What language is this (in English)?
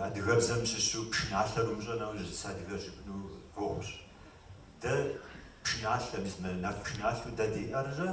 Kabardian